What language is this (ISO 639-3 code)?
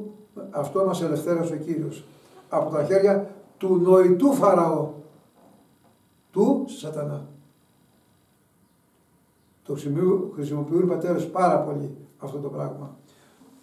ell